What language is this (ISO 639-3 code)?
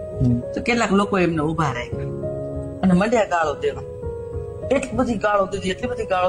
guj